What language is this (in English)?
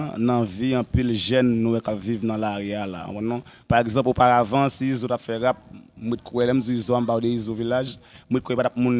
Haitian Creole